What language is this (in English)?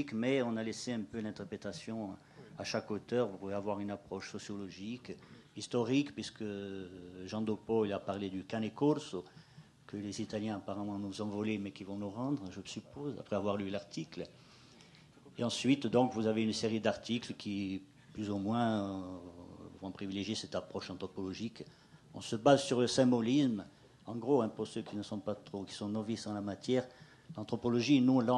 French